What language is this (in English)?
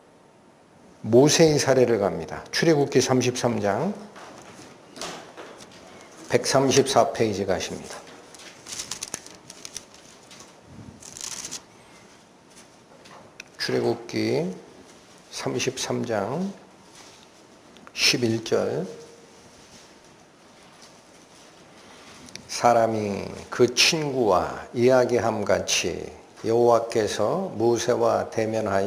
Korean